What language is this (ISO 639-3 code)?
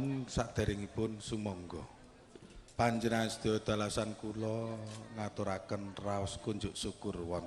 jav